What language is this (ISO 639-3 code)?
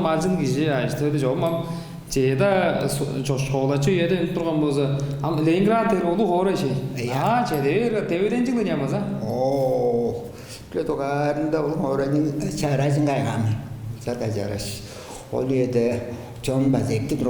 tyv